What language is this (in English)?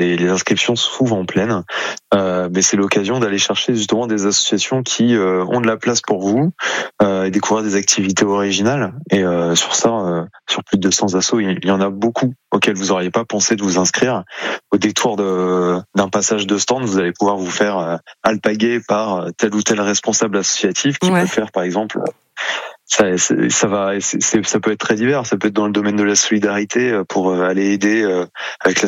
French